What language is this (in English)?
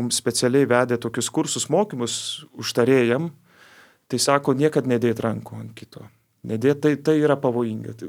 Lithuanian